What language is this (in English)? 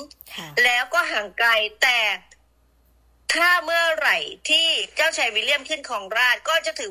Thai